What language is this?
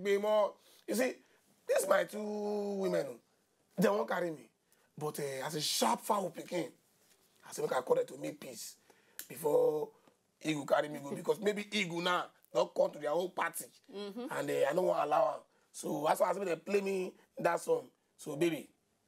Nigerian Pidgin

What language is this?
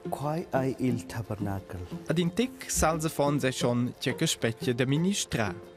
Romansh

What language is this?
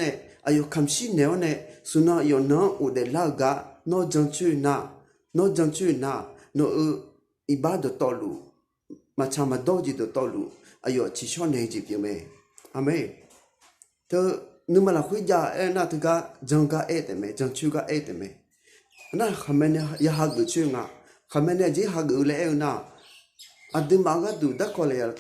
Akha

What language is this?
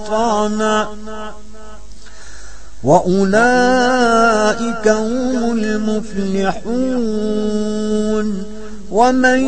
Arabic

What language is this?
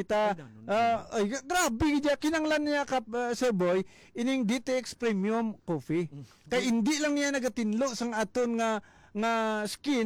Hiligaynon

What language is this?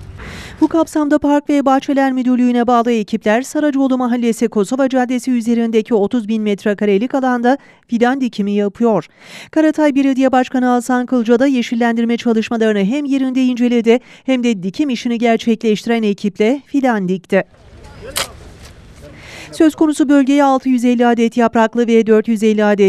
Turkish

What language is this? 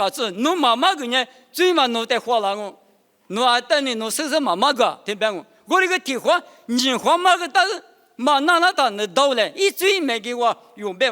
Lisu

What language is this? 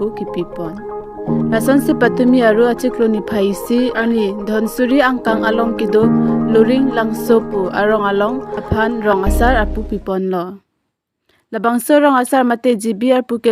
Karbi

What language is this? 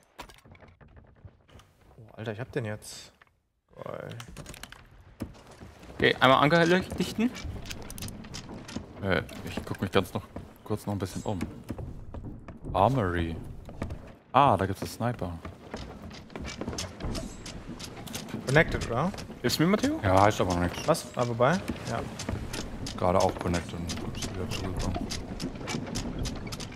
German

